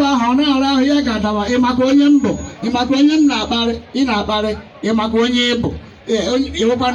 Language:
Igbo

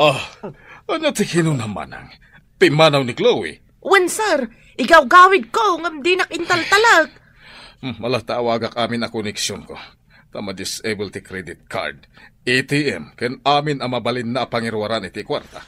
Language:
Iloko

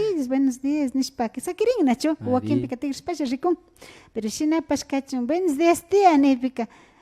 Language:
Imbabura Highland Quichua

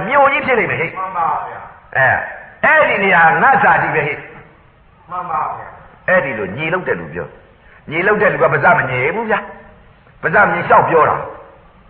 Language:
Burmese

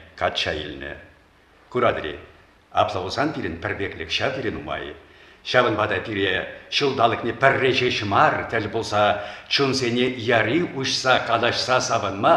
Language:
Chuvash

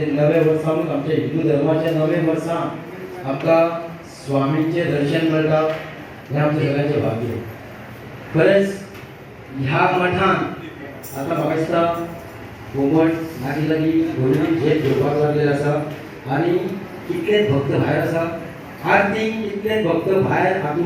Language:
Konkani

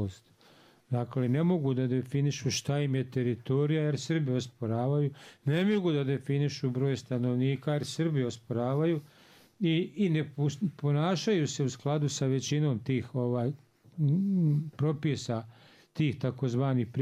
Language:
Bosnian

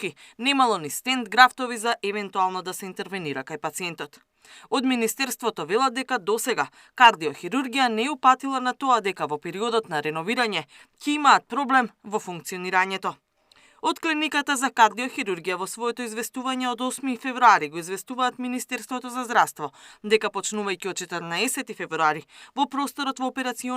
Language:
Macedonian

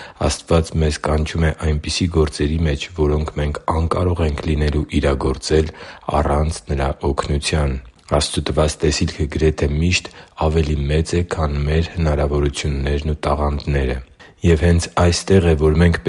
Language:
Armenian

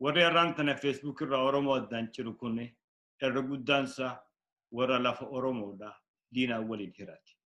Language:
Oromo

